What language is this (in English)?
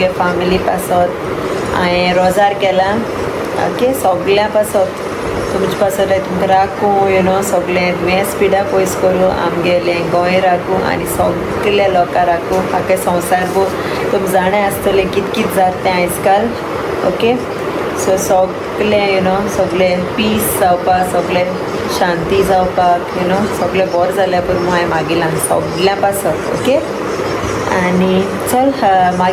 Konkani